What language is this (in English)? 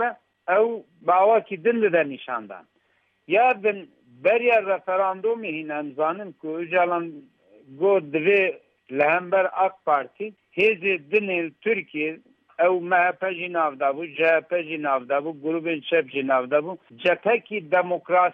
Kurdish